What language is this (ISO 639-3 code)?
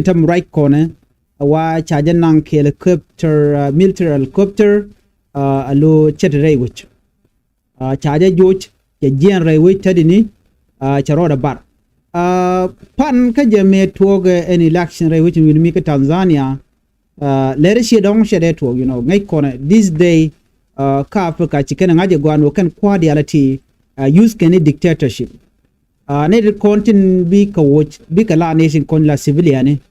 nus